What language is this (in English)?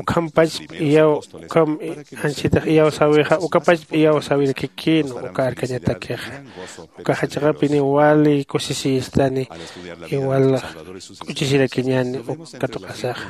Aymara